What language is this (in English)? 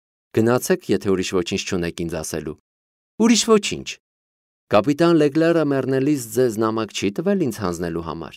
Armenian